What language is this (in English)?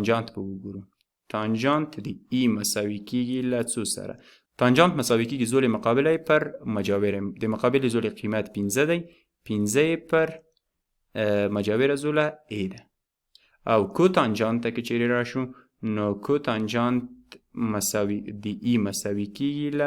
Pashto